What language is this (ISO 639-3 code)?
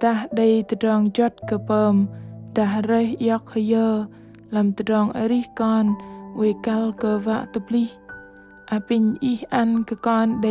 bdq